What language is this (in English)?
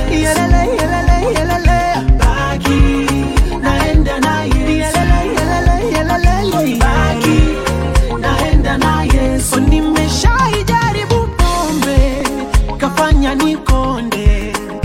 Swahili